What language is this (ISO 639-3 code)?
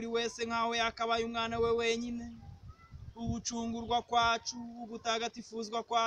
kin